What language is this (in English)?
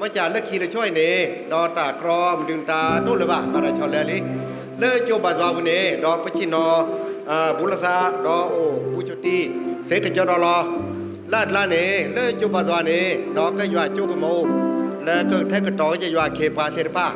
S'gaw Karen